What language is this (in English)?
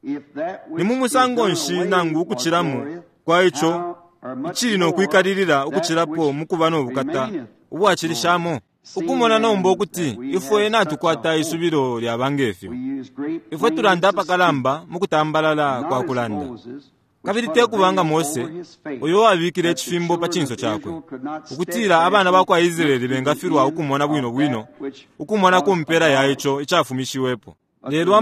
Bemba